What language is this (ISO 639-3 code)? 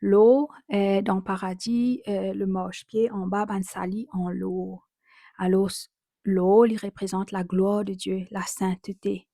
mfe